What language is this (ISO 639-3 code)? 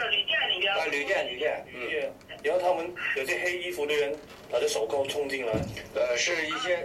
zho